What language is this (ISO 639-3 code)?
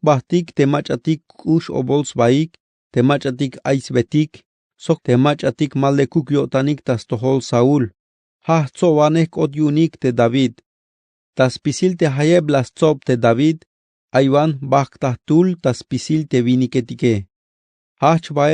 tzh